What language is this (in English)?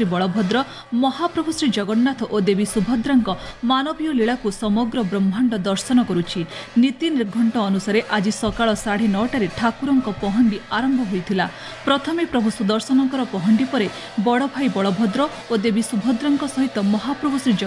Odia